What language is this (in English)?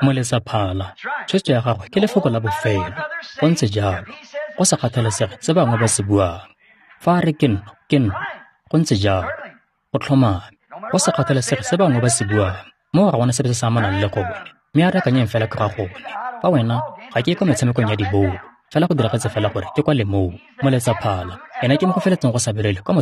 Tswana